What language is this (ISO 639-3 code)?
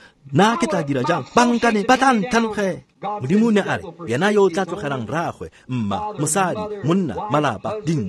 tsn